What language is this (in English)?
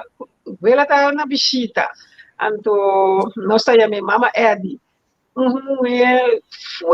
Papiamento